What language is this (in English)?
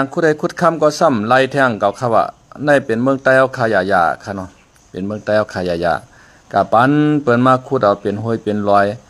Shan